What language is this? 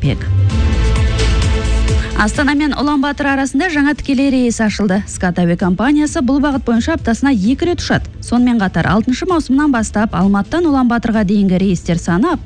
Kazakh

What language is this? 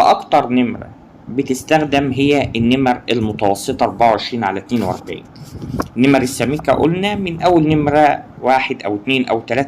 Egyptian Arabic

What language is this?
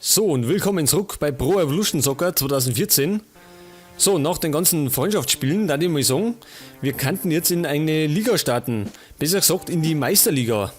Bavarian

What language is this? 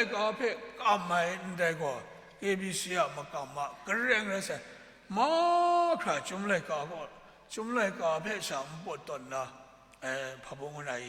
Kachin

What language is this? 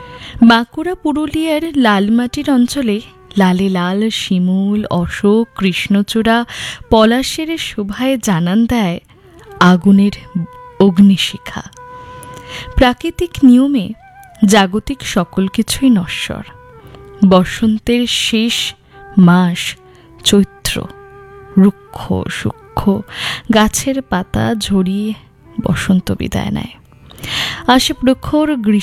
Bangla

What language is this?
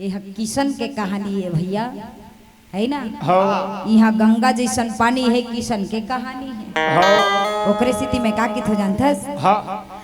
Chhattisgarhi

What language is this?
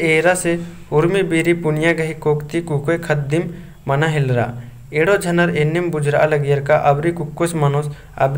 Kurukh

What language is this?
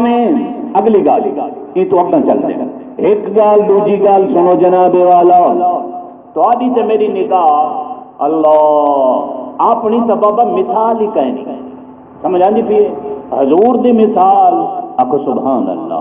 Saraiki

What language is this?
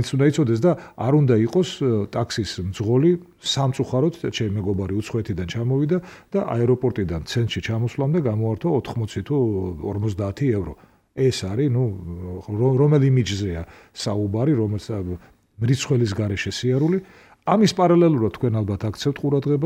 Georgian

